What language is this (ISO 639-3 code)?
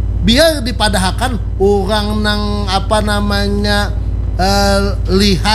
bjn